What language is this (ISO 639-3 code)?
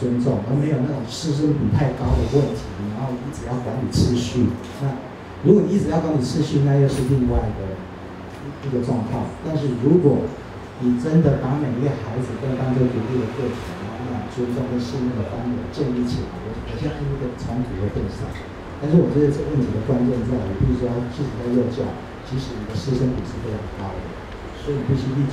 zho